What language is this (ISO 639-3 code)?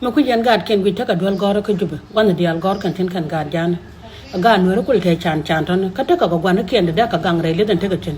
nus